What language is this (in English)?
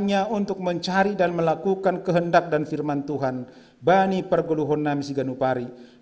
Batak Simalungun